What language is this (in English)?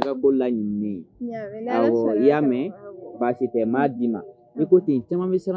Bambara